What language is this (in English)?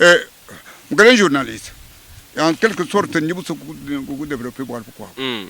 Luba-Lulua